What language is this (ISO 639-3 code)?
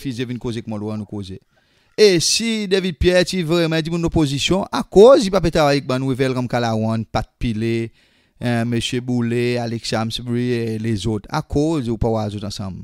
crs